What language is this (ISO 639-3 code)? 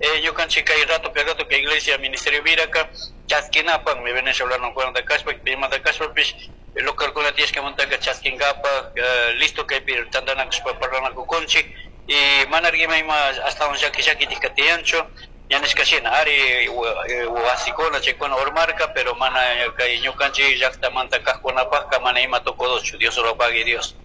qug